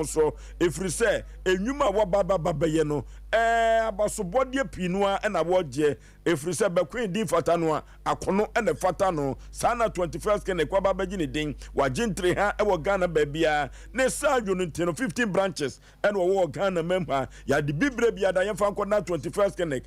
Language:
Akan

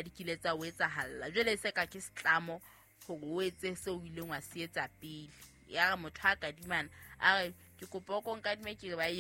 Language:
Southern Sotho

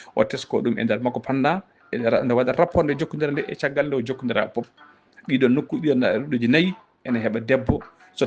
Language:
Fula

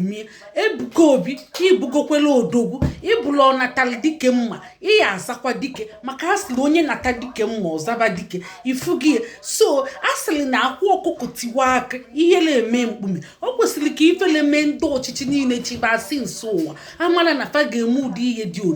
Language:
Igbo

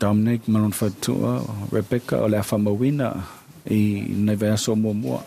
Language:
Samoan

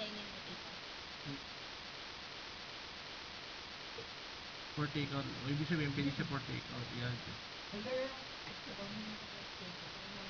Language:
Filipino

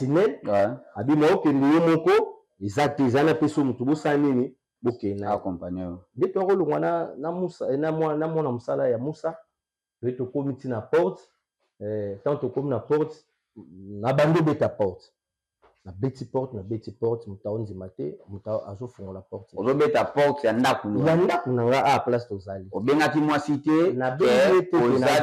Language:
Lingala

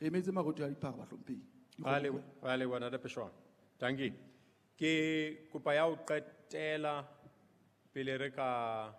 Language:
Southern Sotho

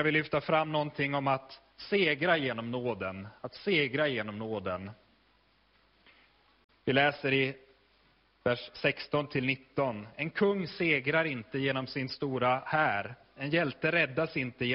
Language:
Swedish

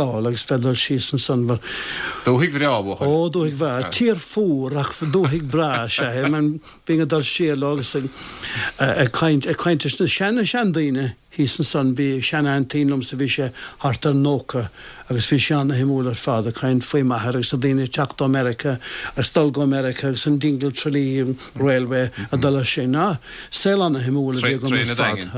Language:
Irish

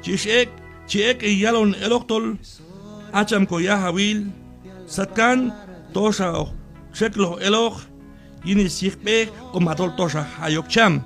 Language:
Q'anjob'al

